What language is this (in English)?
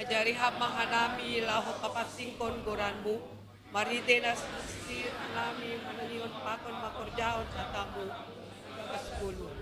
Batak Simalungun